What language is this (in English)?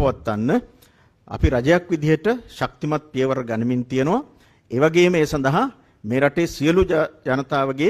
Sinhala